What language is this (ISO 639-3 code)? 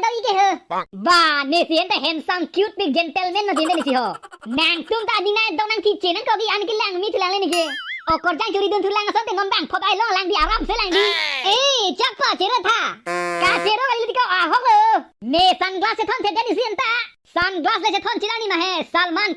mjw